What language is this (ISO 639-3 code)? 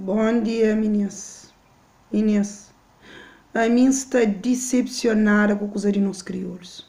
kea